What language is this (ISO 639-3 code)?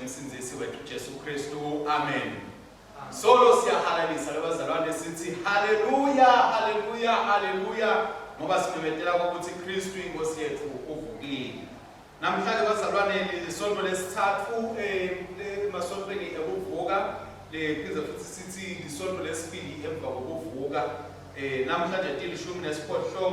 ssw